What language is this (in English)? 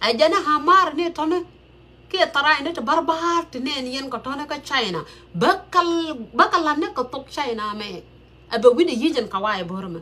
Nuer